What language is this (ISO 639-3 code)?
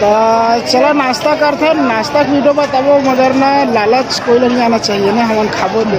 hne